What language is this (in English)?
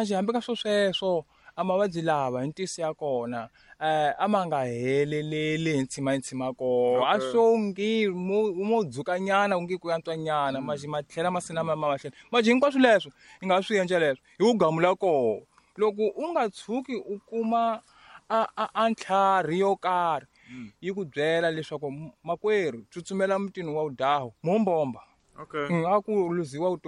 Tsonga